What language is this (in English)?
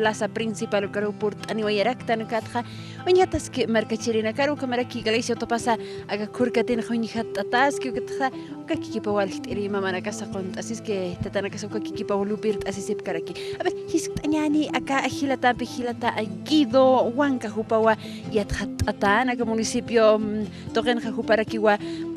Aymara